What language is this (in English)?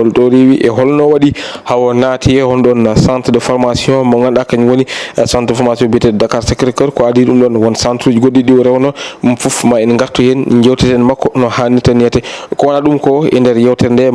Fula